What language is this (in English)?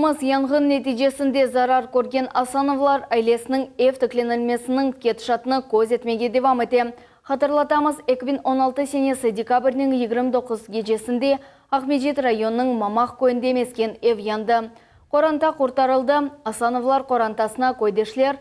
Crimean Tatar